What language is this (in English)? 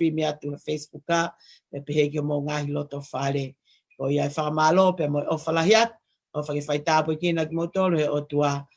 Tongan